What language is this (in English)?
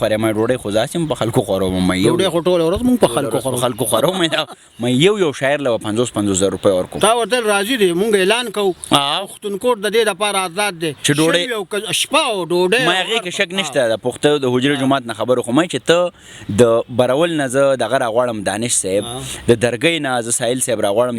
Pashto